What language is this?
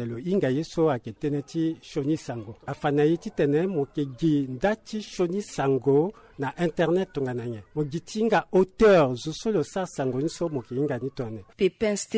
Sango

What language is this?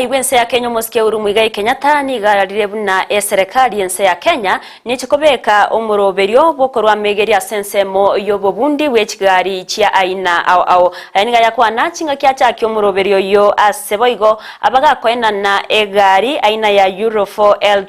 Gusii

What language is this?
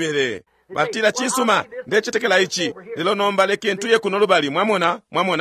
Bemba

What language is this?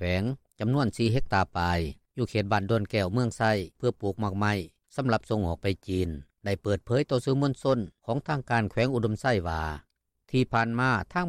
Lao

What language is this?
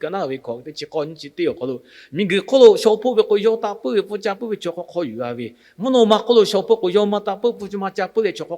Lahu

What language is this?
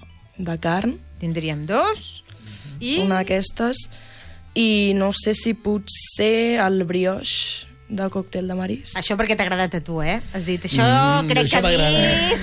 Catalan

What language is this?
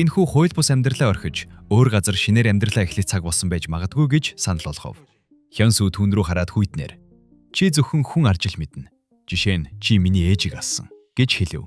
Mongolian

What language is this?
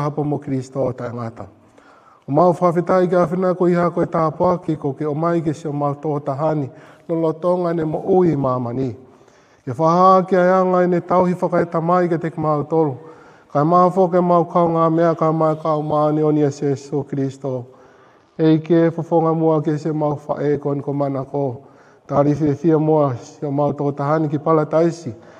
Tongan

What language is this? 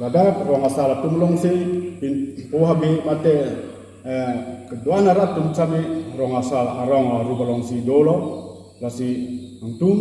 Karbi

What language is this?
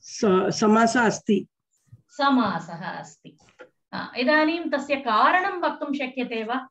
Sanskrit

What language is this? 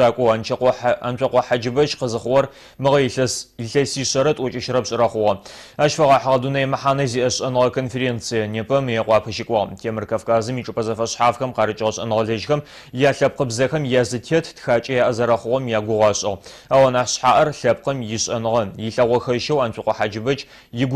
Adyghe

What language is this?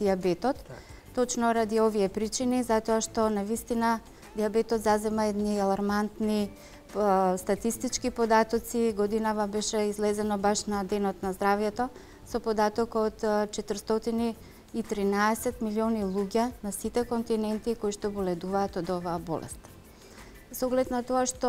Macedonian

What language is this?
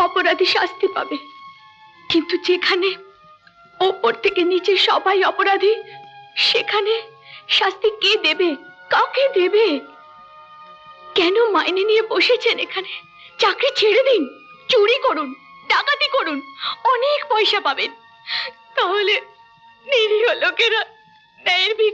Bangla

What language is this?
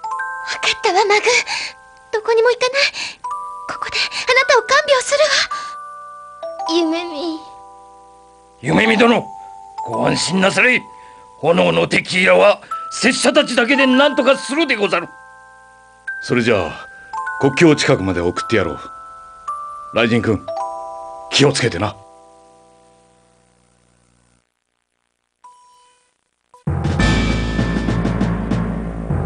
Japanese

